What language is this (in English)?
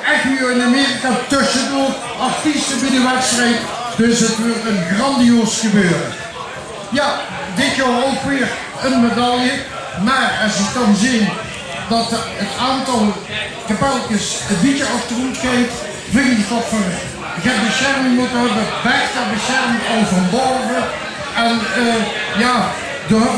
Limburgish